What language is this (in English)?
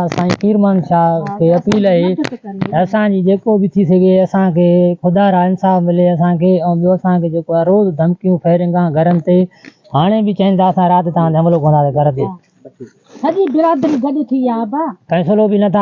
Sindhi